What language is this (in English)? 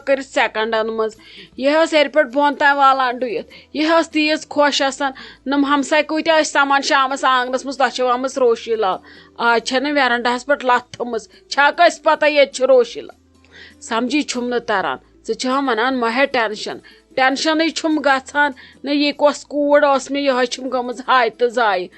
Kashmiri